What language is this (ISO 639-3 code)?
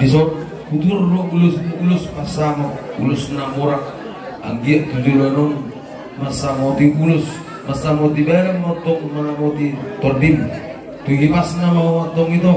bbc